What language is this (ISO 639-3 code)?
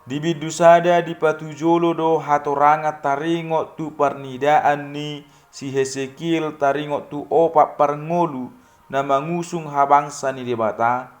bbc